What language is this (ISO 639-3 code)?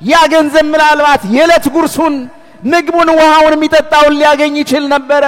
amh